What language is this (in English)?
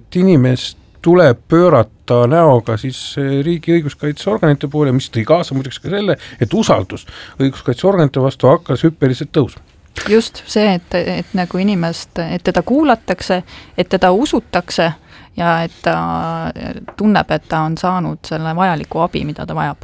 Estonian